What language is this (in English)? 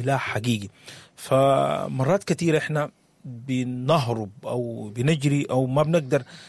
Sudanese Arabic